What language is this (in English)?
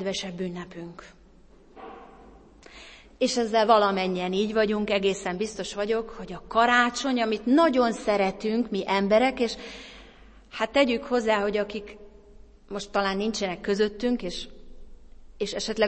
Hungarian